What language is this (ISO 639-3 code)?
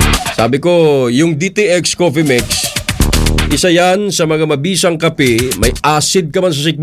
fil